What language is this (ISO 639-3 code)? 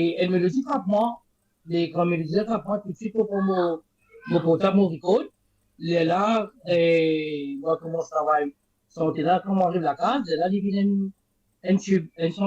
mfe